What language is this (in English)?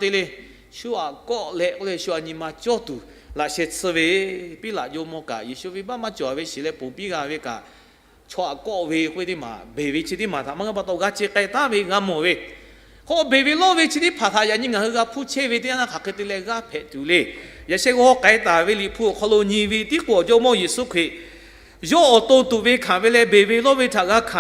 Lahu